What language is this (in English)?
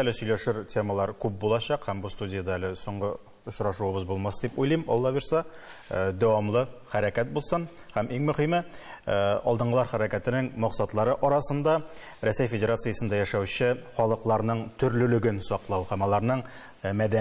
Tatar